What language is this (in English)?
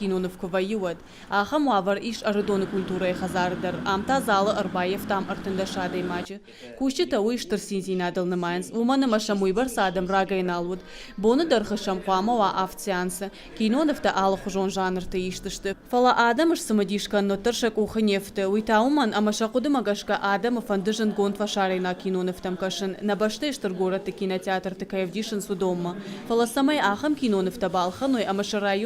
Ossetic